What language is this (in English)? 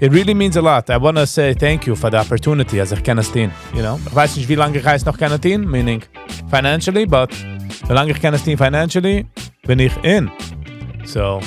Yiddish